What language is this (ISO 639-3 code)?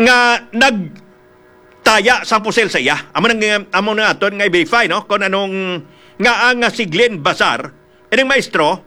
hil